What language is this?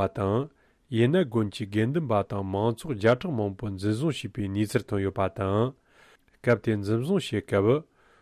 Tibetan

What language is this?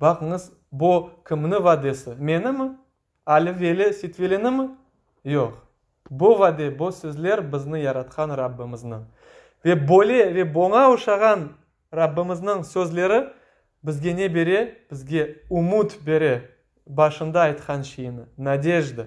Crimean Tatar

